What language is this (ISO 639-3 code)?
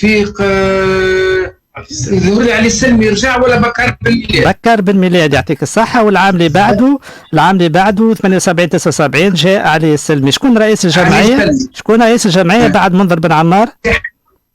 aeb